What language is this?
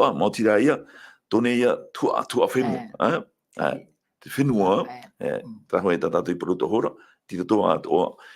Tahitian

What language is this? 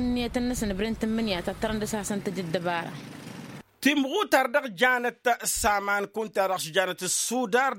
Tamasheq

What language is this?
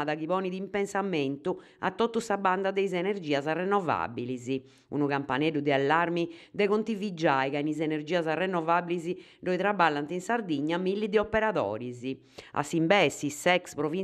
Sardinian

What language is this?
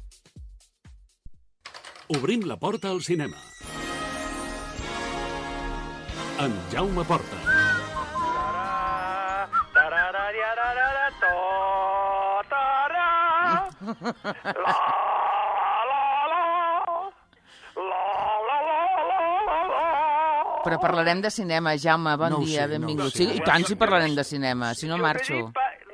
Catalan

